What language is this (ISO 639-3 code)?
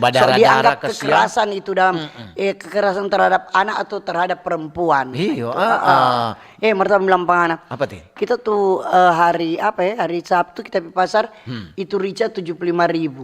xmm